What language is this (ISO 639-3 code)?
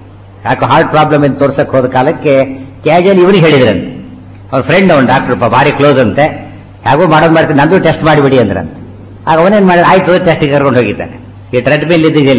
kan